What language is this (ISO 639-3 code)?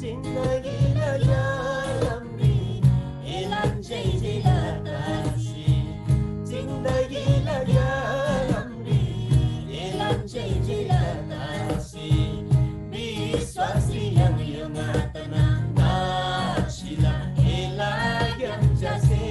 taj